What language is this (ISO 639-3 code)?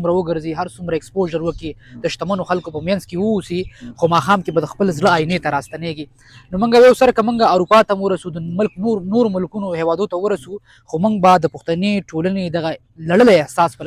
pus